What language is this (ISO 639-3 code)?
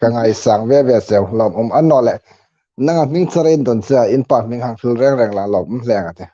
hmr